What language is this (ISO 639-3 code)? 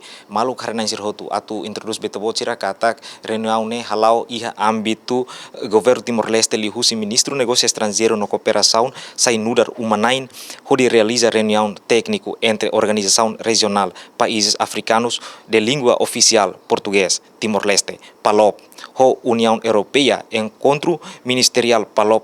tet